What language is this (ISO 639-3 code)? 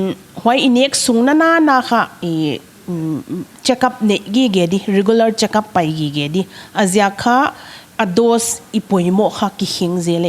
pck